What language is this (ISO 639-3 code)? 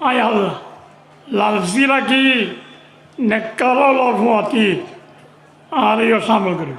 rhg